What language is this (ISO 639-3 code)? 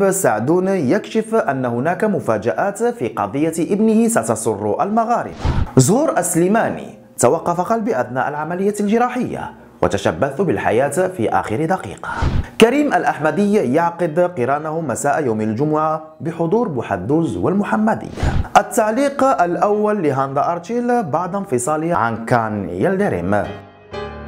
ara